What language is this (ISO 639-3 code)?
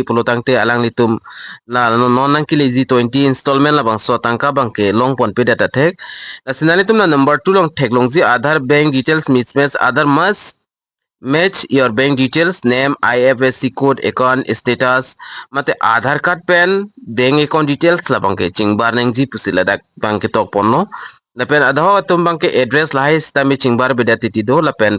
mjw